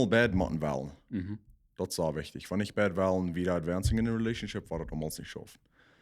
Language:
Plautdietsch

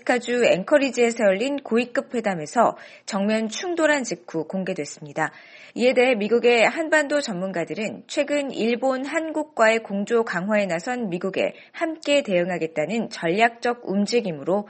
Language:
Korean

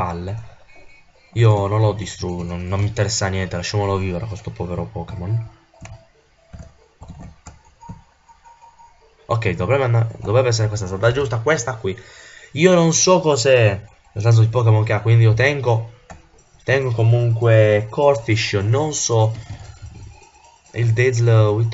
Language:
Italian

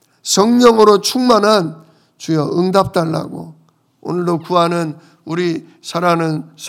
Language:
Korean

